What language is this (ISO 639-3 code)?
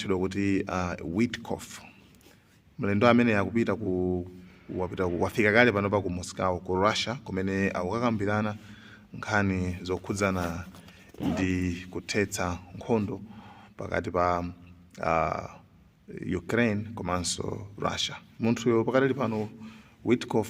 nya